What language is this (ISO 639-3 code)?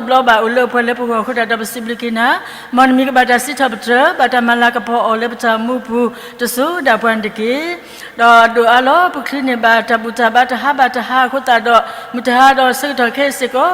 ksw